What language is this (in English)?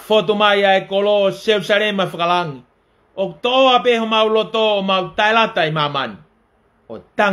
Tongan